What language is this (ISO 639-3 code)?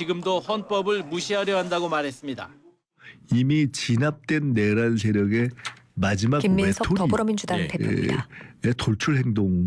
kor